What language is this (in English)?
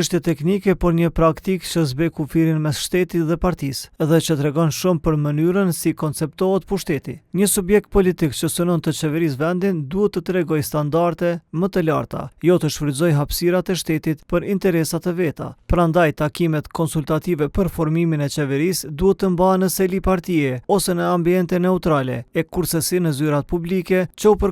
Albanian